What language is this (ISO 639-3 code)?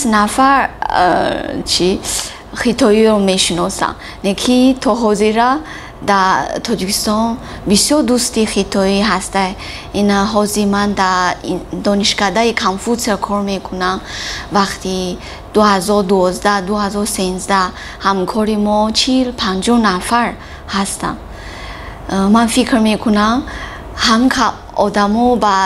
tgk